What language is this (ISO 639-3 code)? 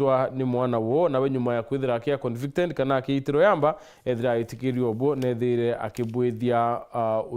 mer